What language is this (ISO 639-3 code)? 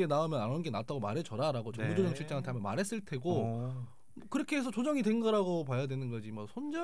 kor